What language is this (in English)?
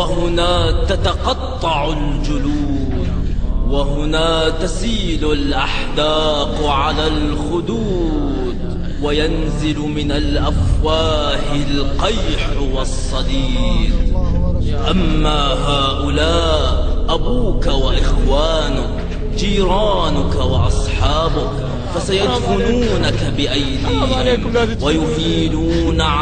Arabic